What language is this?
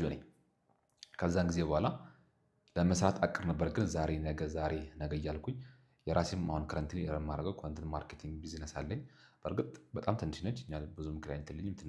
Amharic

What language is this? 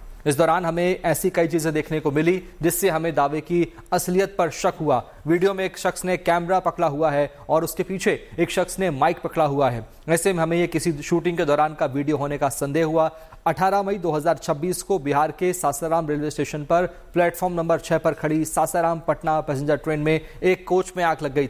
Hindi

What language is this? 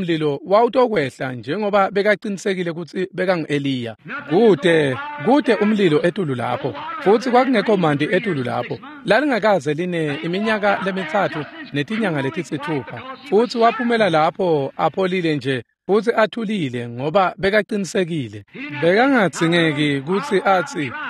Swati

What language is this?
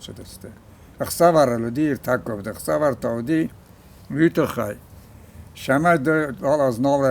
Ossetic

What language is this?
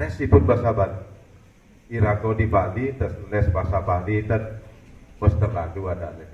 Balinese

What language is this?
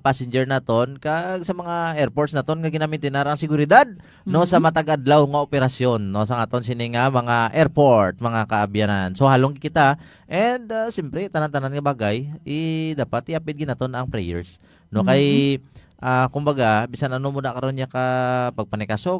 Hiligaynon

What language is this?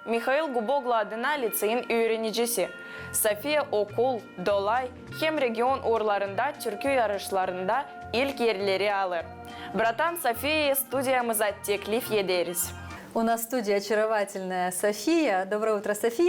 Gagauz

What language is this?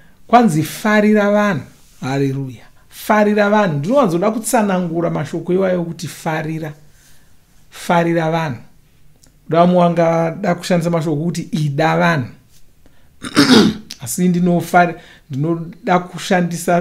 Shona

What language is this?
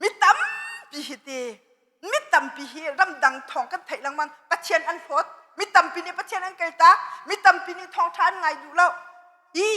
Hakha Chin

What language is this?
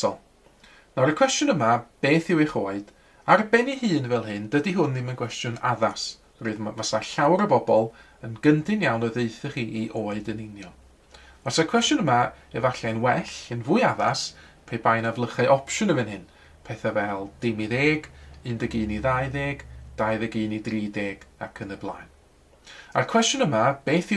Welsh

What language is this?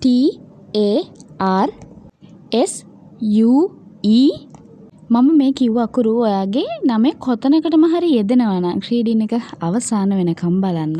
Sinhala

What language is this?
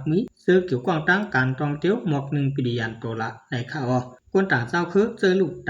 Shan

